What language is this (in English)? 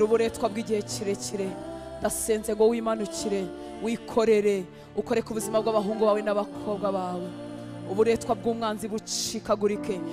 Kinyarwanda